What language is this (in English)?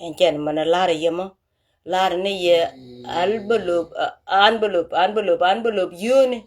Nuer